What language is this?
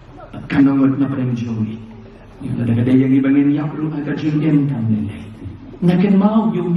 Khasi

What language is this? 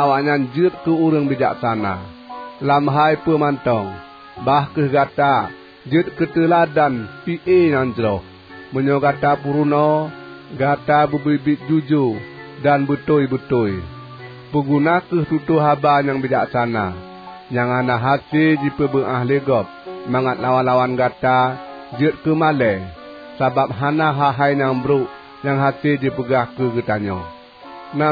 Achinese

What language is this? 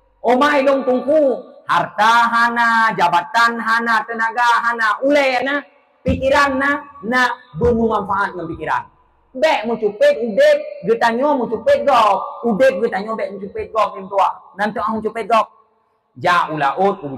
Achinese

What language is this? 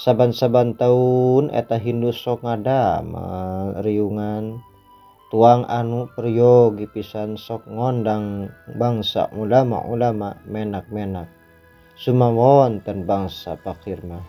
Sundanese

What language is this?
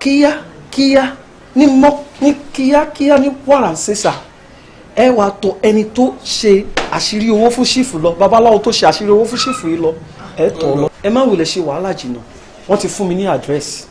Yoruba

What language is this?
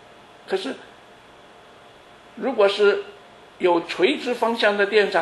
Chinese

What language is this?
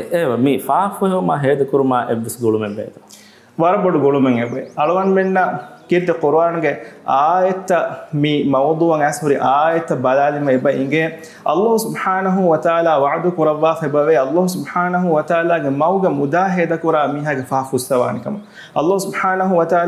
Divehi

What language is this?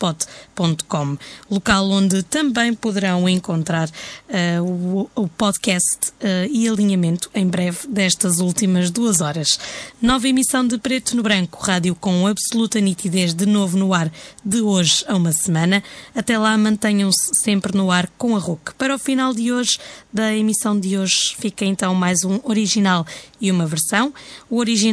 Portuguese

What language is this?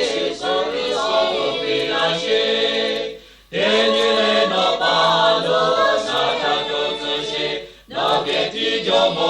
Lahu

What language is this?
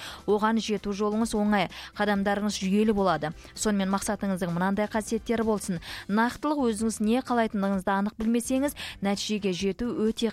Kazakh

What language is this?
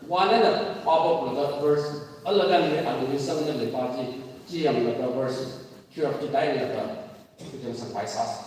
Tangkhul Naga (India)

